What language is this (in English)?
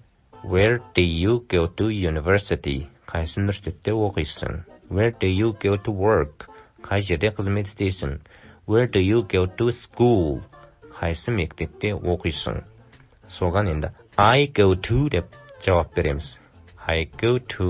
Kazakh